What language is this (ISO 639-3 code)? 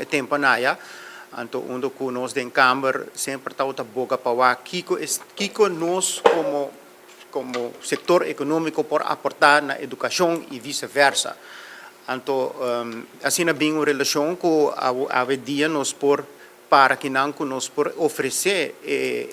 pap